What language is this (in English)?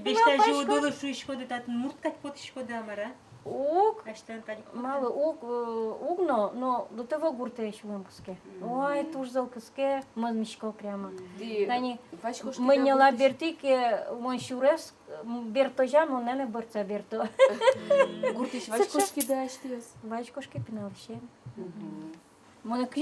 Udmurt